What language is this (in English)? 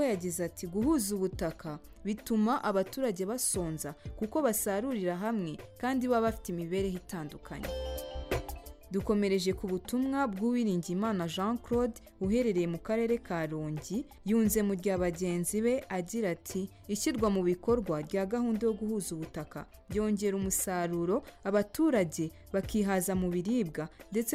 Kinyarwanda